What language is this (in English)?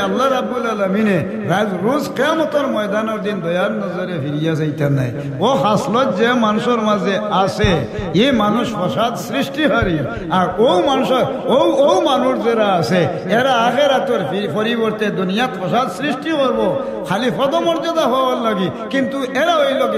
Sylheti